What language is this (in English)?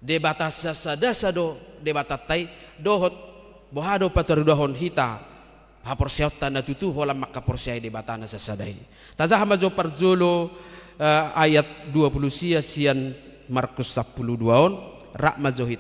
Batak Toba